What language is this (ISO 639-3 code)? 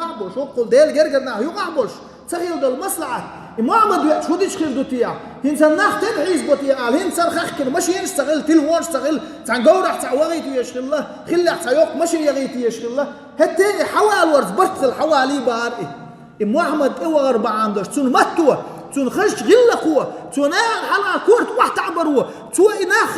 che